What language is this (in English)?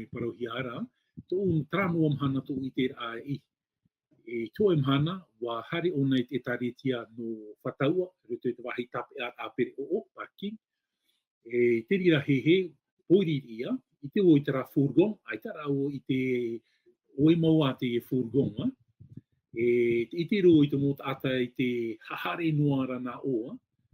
Tahitian